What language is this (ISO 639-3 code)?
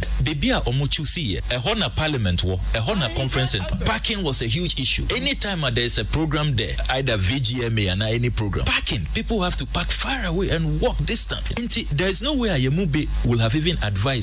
aka